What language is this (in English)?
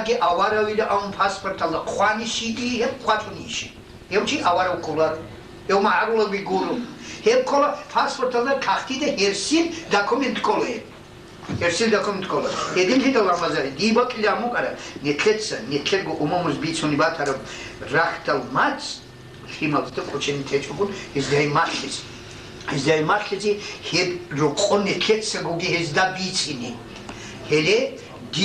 Avaric